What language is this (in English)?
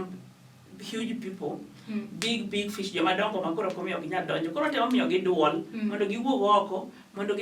Luo (Kenya and Tanzania)